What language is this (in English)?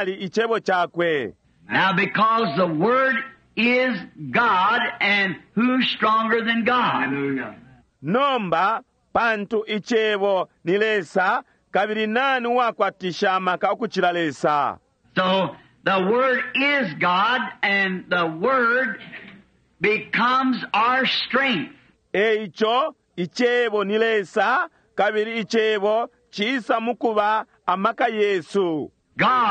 Bemba